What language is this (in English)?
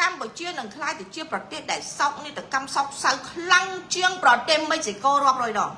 Khmer